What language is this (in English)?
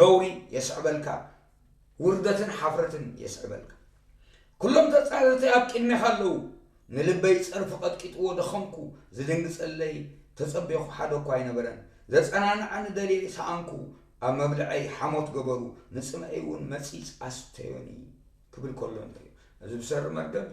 Tigrinya